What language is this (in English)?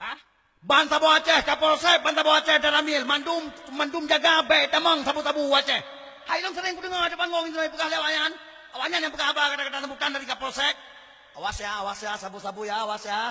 Achinese